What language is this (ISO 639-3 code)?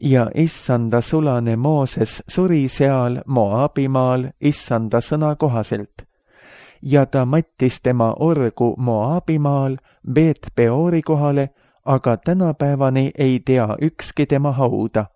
est